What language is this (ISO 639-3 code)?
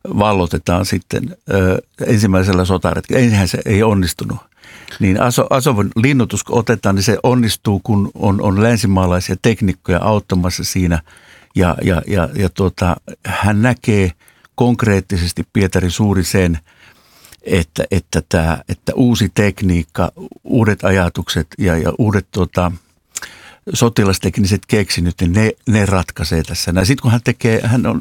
fin